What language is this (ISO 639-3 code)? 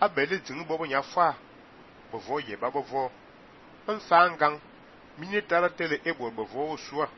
fan